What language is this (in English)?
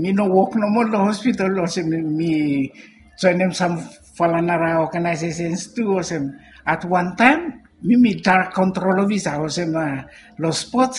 Bislama